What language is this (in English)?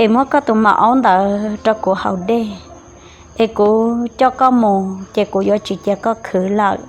Hmong